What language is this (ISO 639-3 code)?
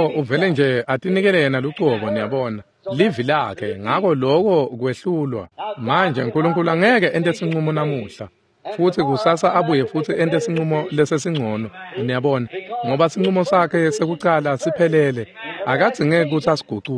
ssw